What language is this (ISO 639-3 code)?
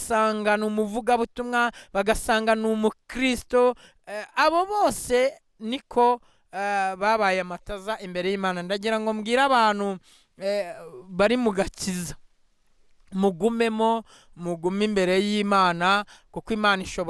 kin